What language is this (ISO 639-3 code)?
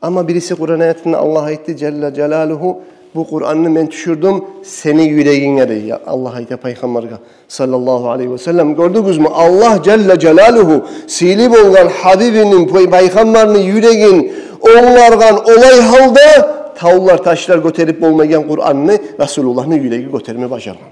kum